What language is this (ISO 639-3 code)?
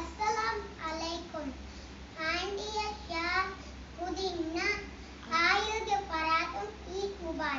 div